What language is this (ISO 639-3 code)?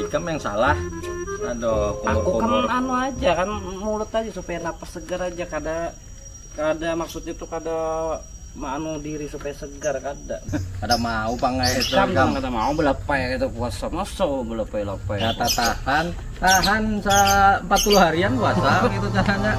bjn